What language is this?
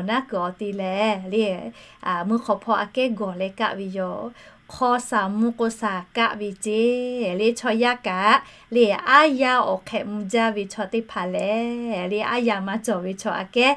Lahu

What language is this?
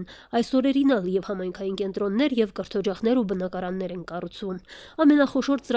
Armenian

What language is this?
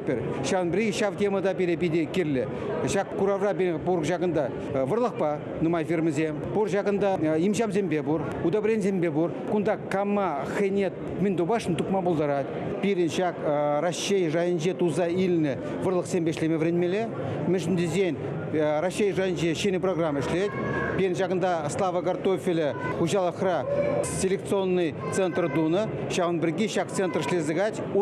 Chuvash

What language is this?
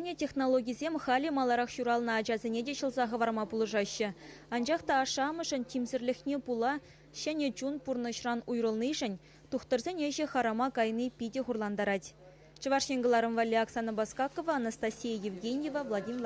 Chuvash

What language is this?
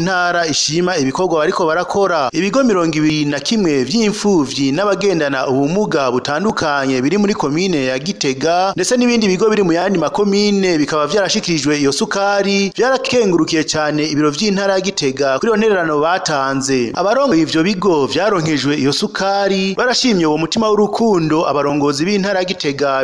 Rundi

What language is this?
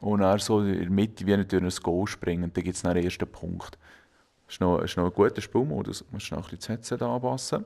Swiss German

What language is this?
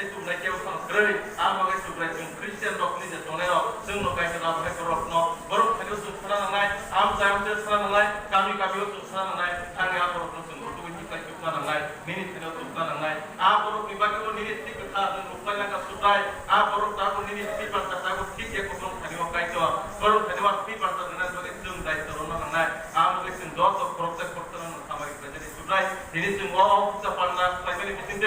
Kok Borok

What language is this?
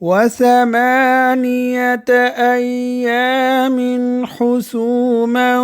Divehi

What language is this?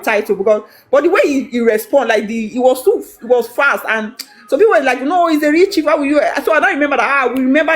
Nigerian Pidgin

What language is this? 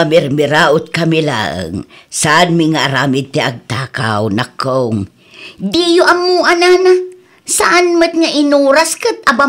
Iloko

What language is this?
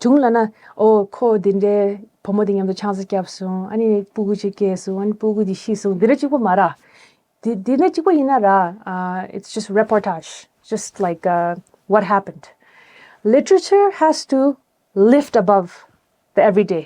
Tibetan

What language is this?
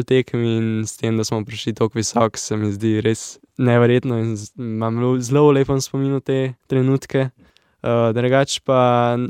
Slovenian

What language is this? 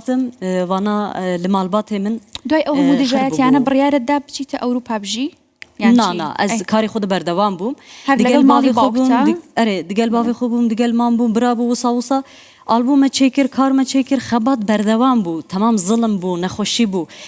Kurdish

